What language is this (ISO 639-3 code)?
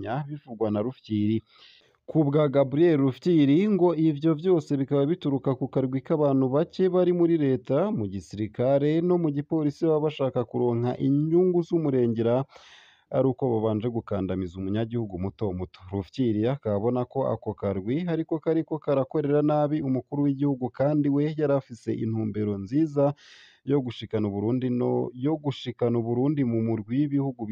run